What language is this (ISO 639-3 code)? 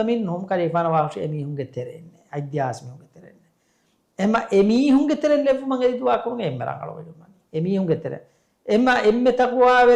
div